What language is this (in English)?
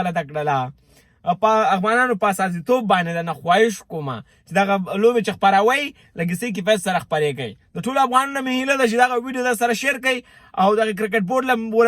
Pashto